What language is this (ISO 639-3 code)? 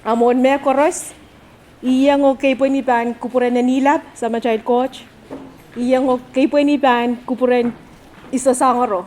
pon